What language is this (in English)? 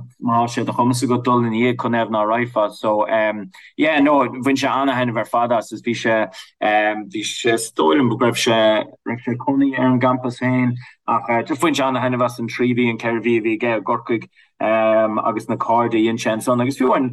Irish